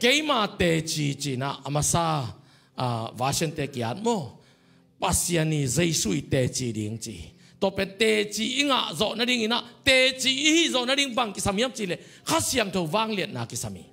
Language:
Tedim Chin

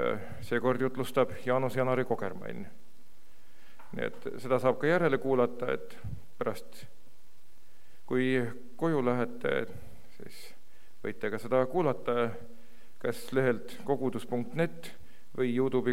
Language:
Estonian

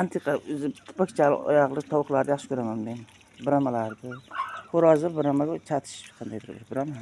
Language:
Uzbek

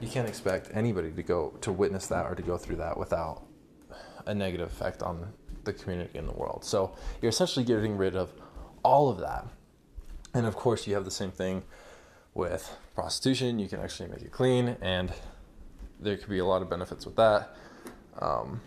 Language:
English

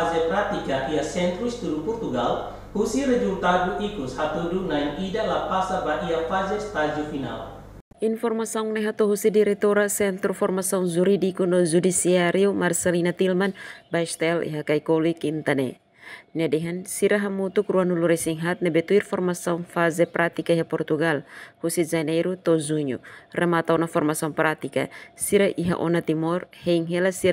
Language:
Tetum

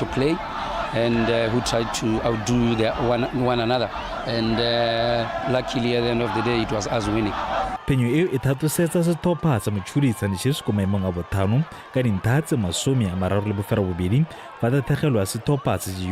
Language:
Tswana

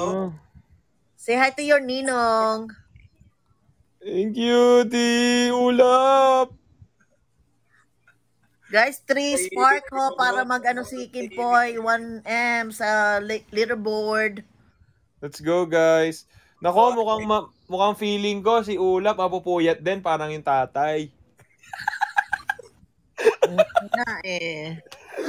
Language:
Filipino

